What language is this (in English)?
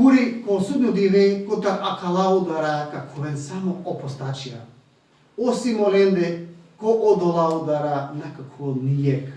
Balkan Romani